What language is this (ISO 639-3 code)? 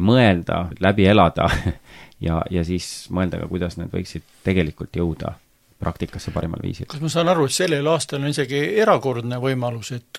est